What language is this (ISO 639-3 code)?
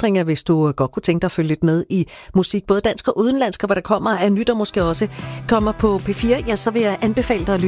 dan